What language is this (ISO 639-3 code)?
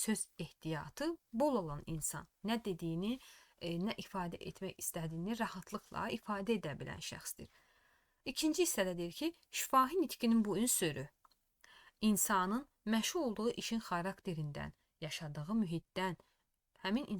aze